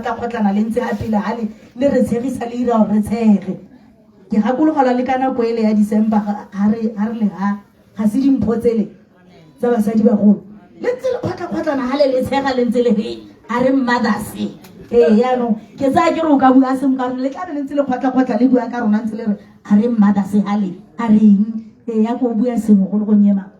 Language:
Tswana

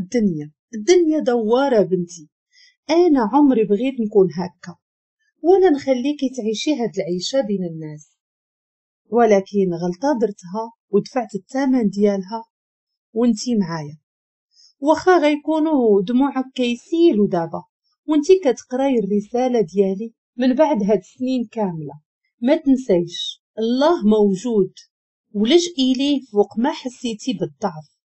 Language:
Moroccan Arabic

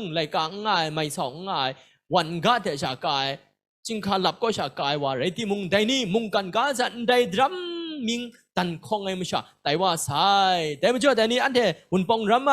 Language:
Kachin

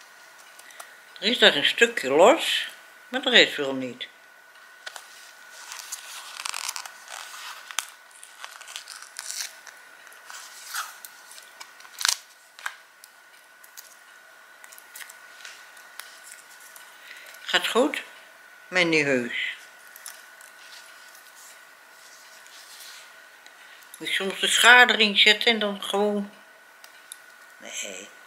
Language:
Dutch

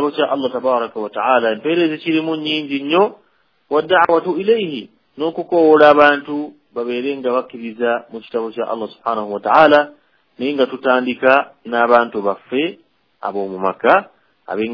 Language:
Ganda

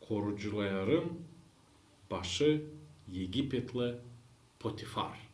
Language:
Gagauz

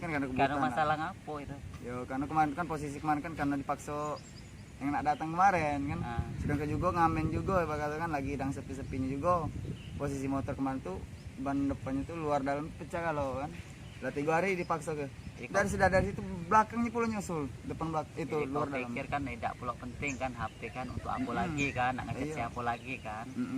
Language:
Musi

